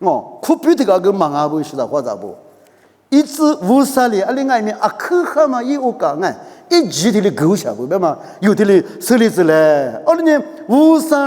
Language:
Lisu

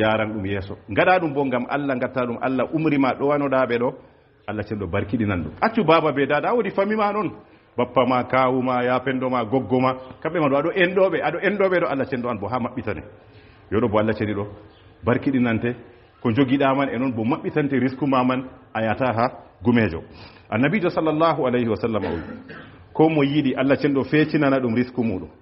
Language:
Fula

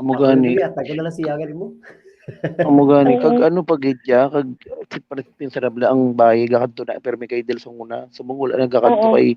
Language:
Hiligaynon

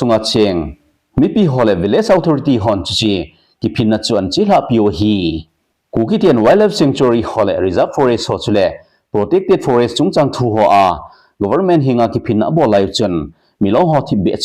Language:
Thado Chin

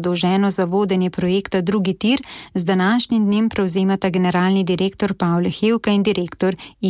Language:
Slovenian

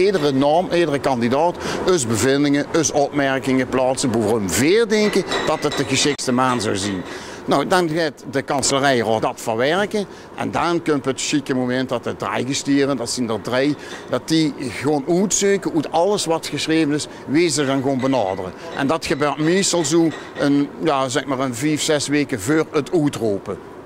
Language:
Limburgish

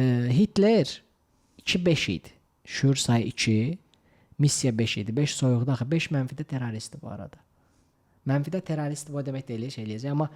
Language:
Azerbaijani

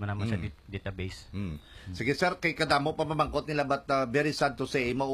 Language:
Hiligaynon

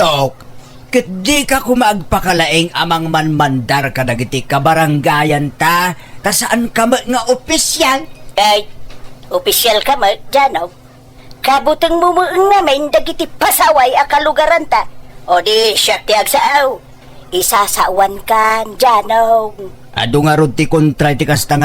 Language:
Iloko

